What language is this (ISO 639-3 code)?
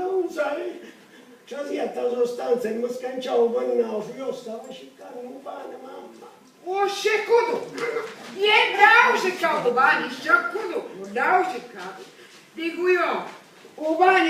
scn